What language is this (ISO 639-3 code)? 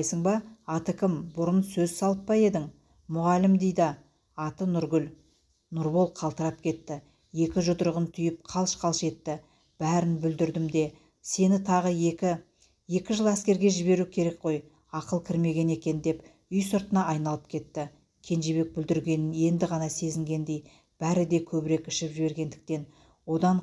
kaz